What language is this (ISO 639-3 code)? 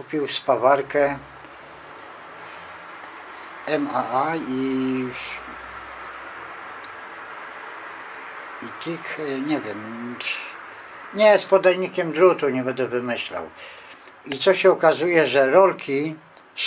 pol